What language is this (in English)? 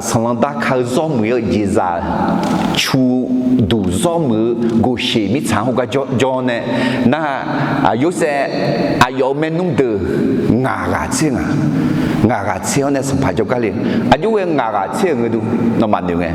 Akha